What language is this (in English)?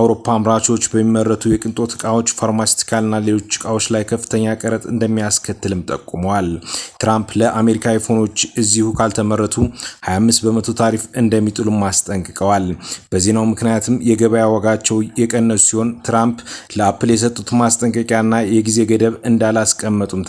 Amharic